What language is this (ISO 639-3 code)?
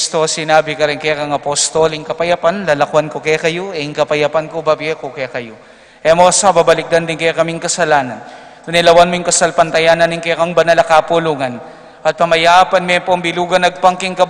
pam